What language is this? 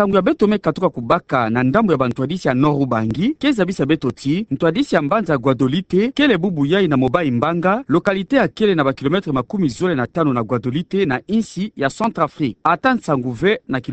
Kituba (Democratic Republic of Congo)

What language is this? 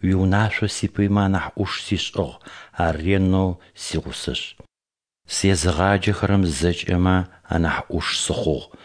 Adyghe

